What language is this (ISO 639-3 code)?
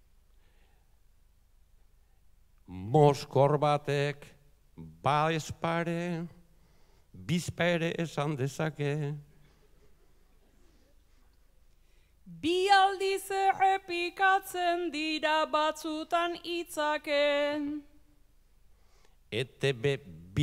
eus